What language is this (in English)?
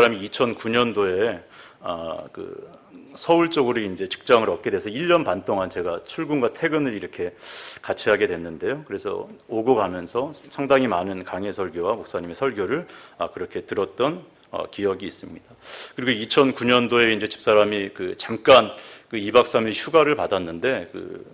Korean